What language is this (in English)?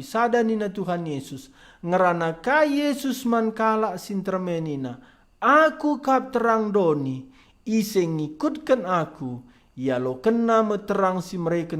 Batak Karo